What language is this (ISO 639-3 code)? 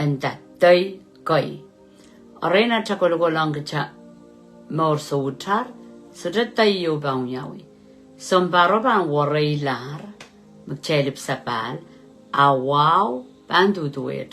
pon